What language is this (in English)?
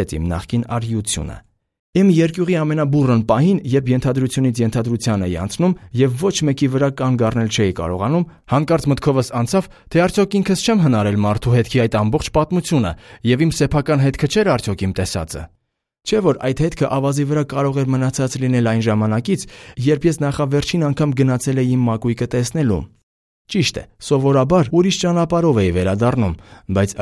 Armenian